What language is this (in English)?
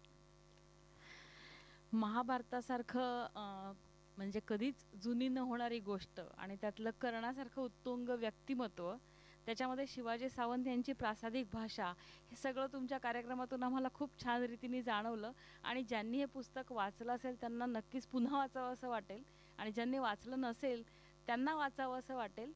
Marathi